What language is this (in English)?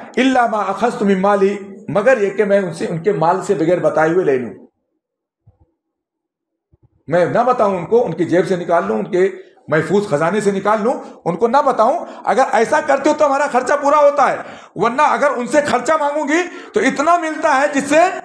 Urdu